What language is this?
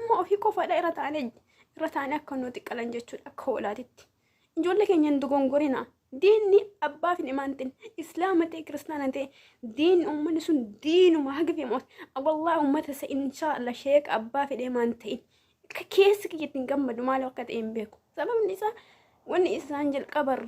Oromo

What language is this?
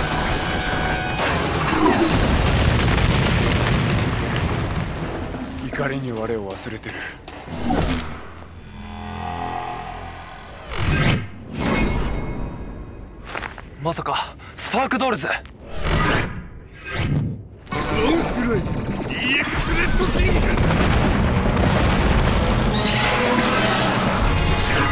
Japanese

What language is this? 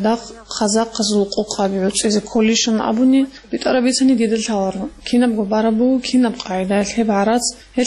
Avaric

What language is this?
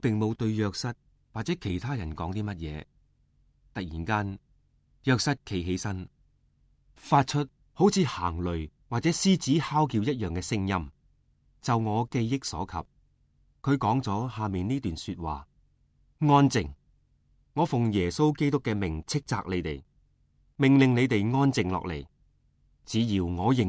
Cantonese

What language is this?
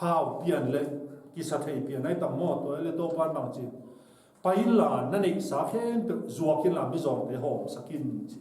Tedim Chin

